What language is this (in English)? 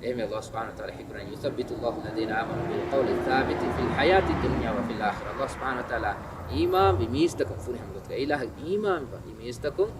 Divehi